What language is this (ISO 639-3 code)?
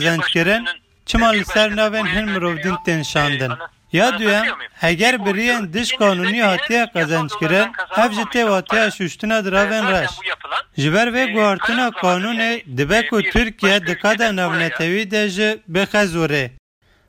kur